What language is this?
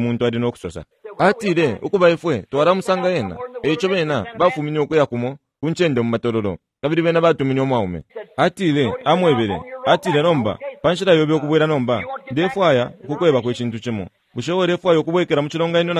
Bemba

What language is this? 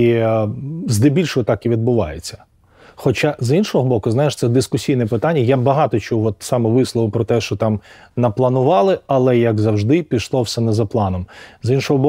Ukrainian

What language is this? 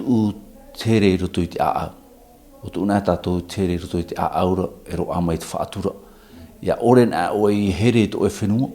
Tahitian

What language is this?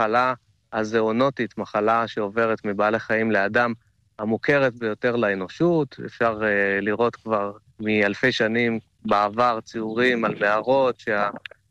Hebrew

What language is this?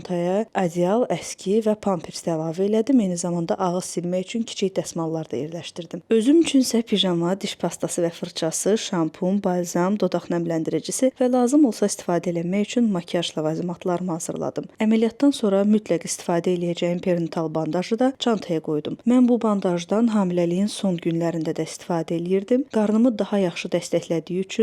Azerbaijani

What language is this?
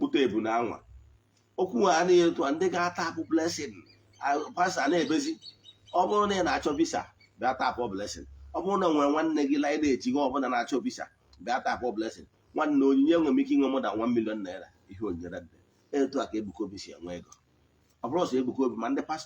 Igbo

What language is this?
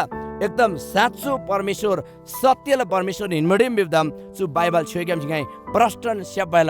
Eastern Tamang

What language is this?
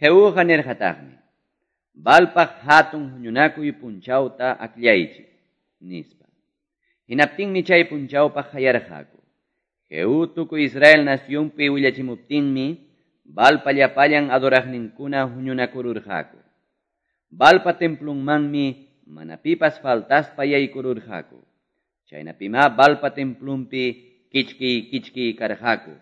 Quechua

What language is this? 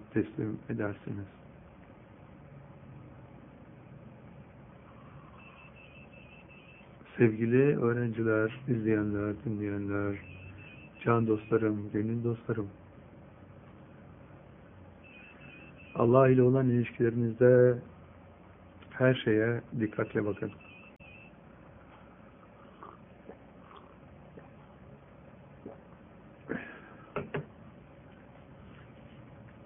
Turkish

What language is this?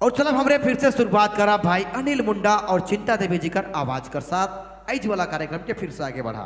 Sadri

